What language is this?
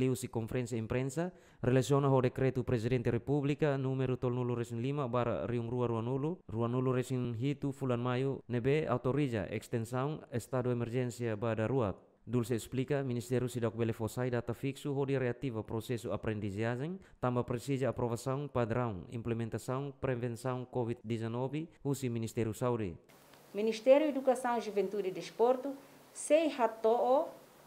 Tetum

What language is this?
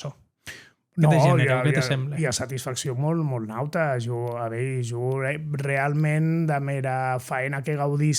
Occitan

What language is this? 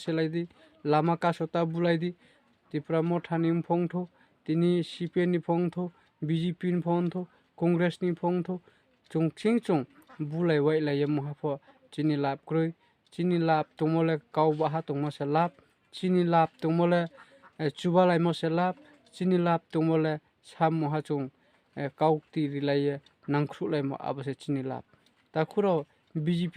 Riang (India)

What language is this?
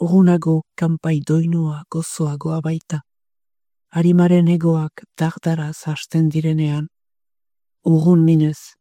Basque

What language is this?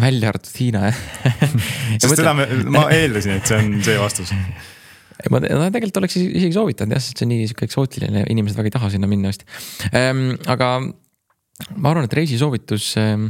Estonian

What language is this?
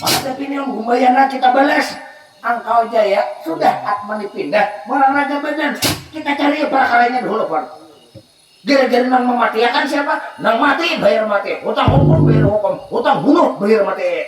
Banjar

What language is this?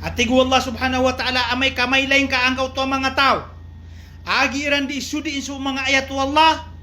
Maranao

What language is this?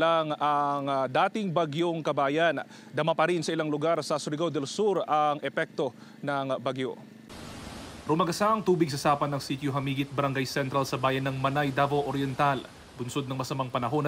Filipino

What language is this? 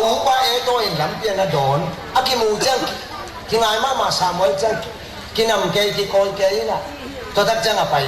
Tedim Chin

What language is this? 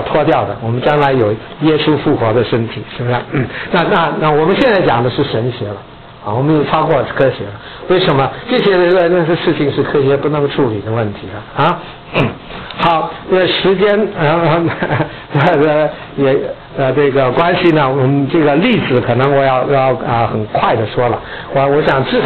Chinese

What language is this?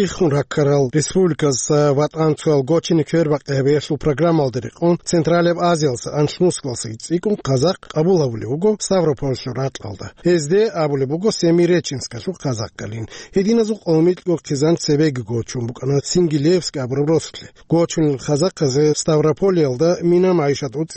Avaric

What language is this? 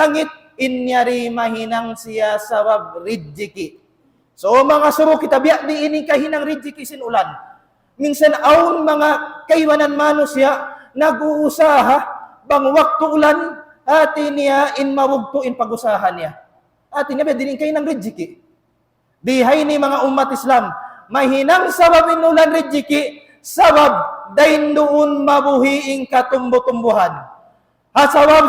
Tausug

